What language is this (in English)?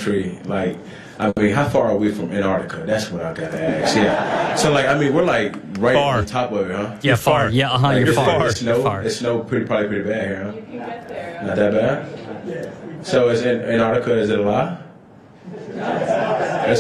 English